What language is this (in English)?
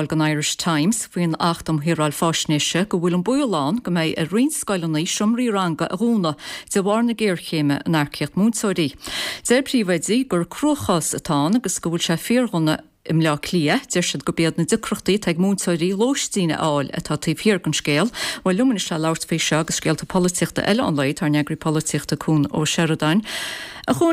Irish